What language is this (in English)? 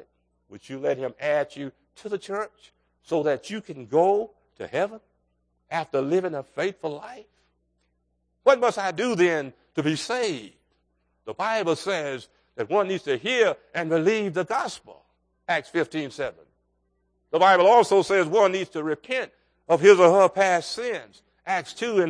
English